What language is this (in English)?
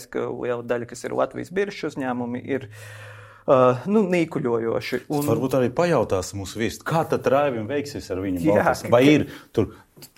Latvian